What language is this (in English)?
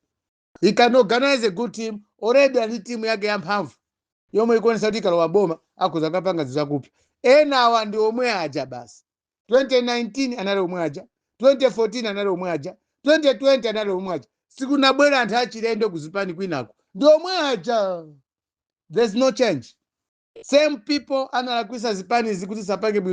Nyanja